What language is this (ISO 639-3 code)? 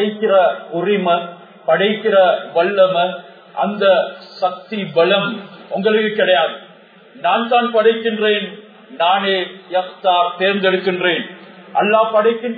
tam